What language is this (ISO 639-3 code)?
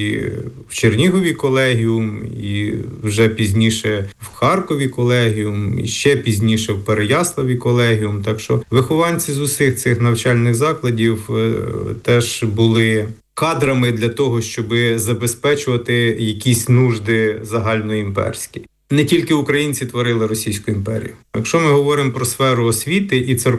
ukr